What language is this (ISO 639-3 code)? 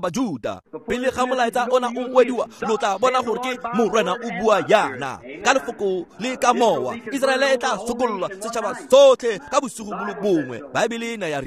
tsn